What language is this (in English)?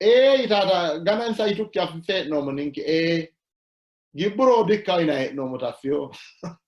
Sidamo